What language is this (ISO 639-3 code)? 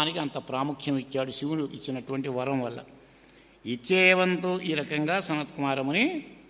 tel